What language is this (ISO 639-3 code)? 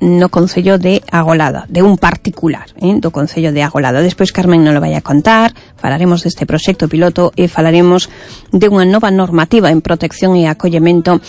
glg